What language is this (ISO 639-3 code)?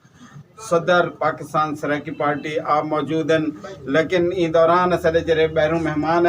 skr